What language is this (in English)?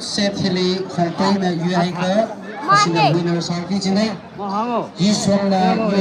Tangkhul Naga (India)